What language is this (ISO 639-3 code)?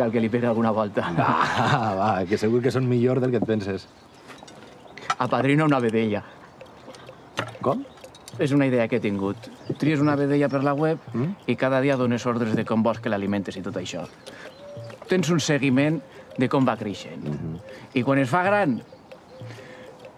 cat